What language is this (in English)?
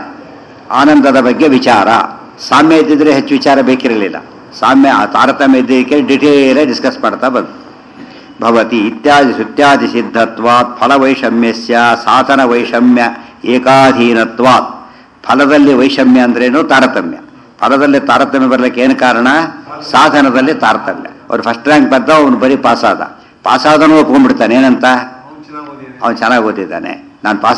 Kannada